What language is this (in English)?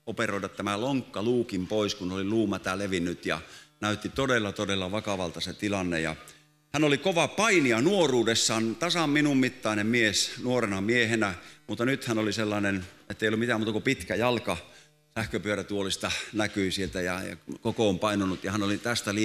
Finnish